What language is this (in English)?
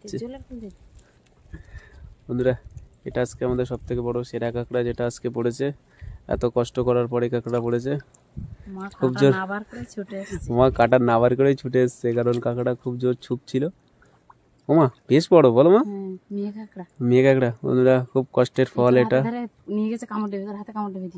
Bangla